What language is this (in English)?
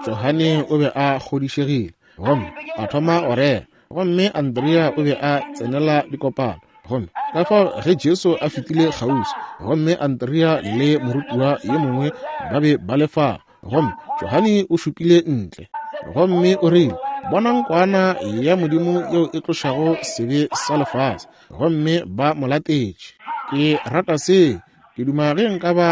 Northern Sotho